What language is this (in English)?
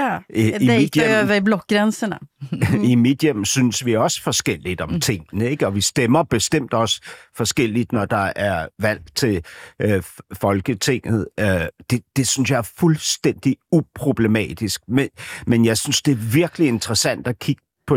Danish